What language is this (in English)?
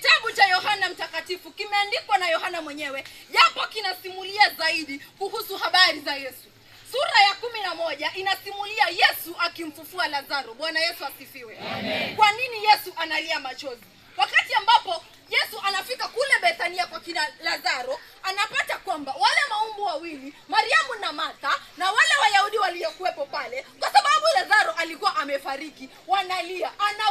Swahili